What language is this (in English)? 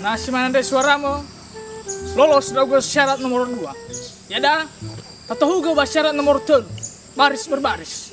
Nias